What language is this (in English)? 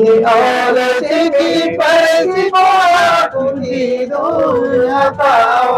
Santali